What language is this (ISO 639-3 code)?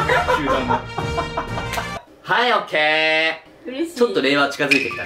jpn